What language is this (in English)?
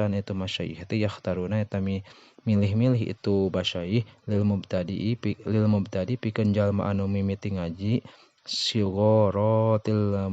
Sundanese